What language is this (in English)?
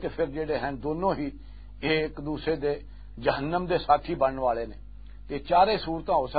Western Panjabi